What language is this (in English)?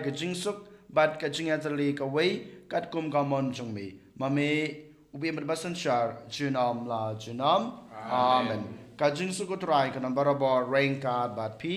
Khasi